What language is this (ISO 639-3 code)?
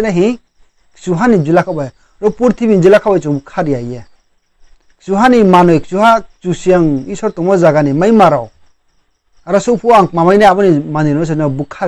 ria